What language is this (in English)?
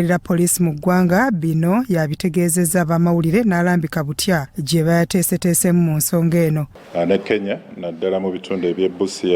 Ganda